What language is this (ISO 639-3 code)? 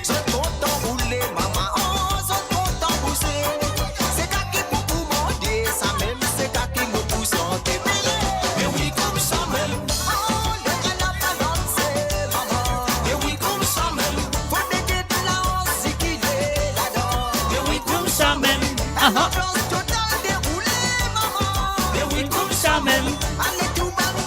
mfe